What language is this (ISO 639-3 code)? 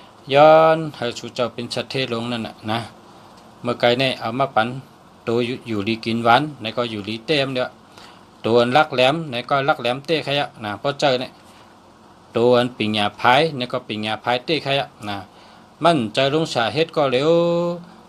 shn